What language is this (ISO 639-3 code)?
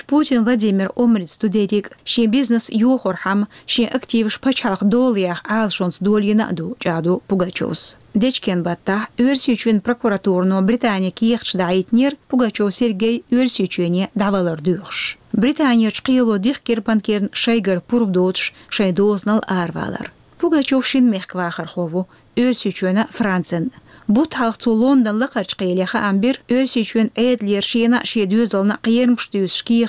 che